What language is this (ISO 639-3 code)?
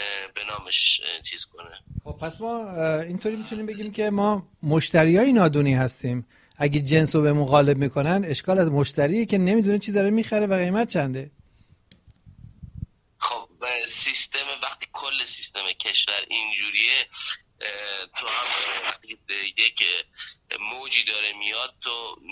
fas